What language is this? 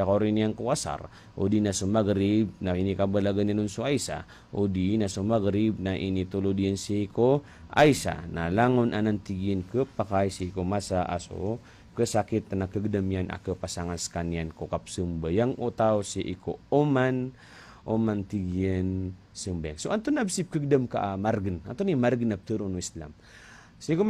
Maranao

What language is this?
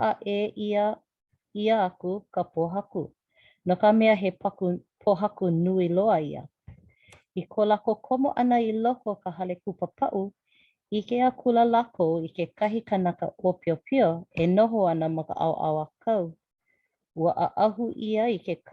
Hawaiian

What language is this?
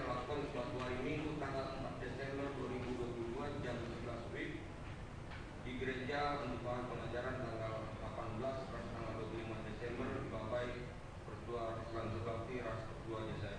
Batak Karo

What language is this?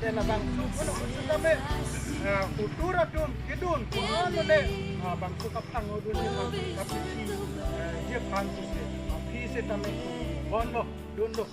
Karbi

